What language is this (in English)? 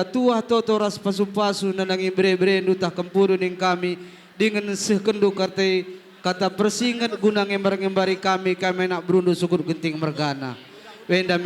Batak Karo